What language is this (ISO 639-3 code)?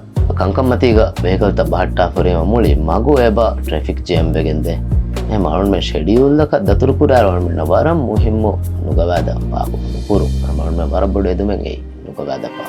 div